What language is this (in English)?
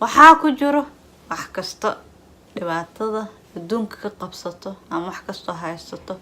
Somali